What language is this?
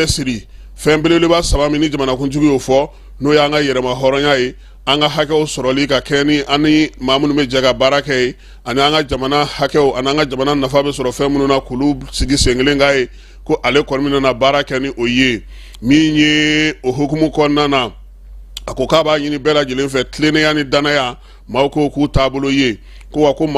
Bambara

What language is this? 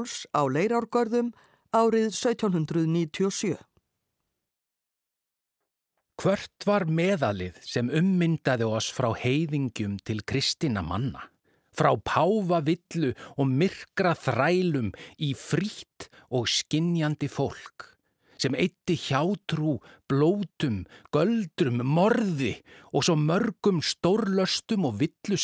Icelandic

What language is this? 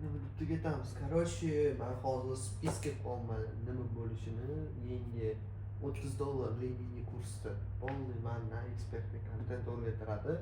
Uzbek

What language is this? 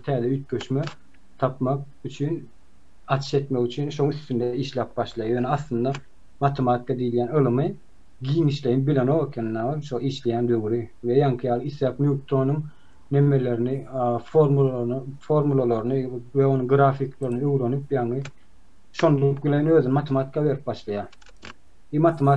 Turkmen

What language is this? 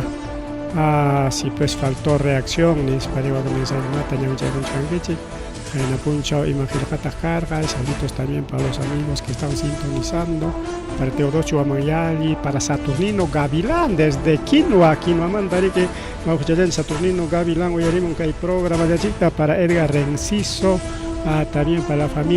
Ayacucho Quechua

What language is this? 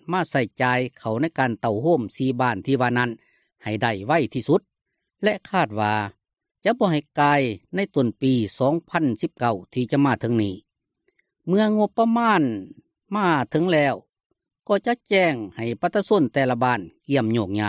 Lao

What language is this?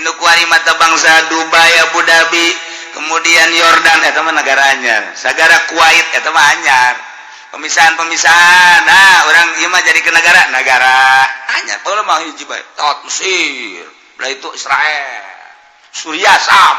Sundanese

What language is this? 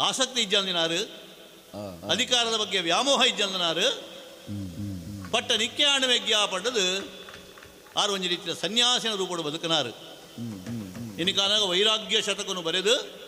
Tulu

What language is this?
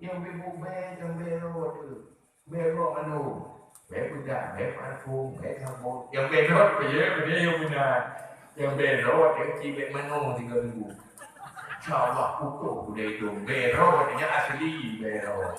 Achinese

